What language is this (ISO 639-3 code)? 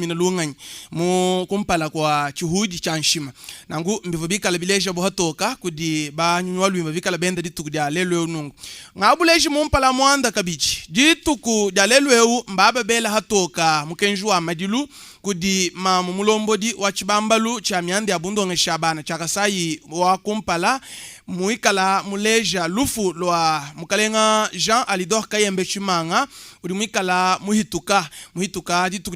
lua